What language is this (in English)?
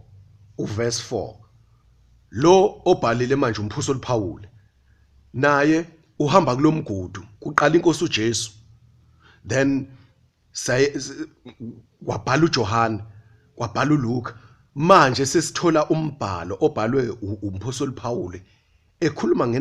Zulu